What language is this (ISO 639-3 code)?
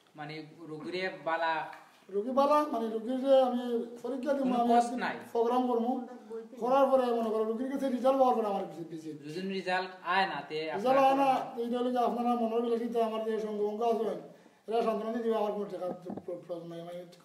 syl